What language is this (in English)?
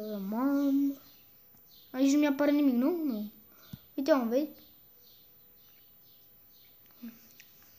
Romanian